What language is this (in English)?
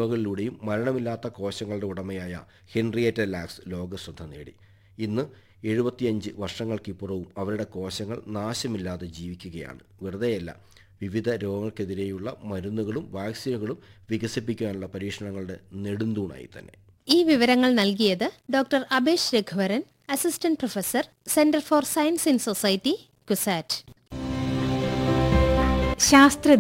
Malayalam